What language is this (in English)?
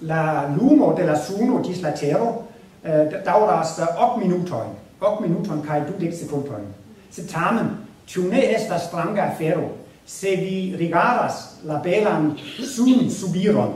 Esperanto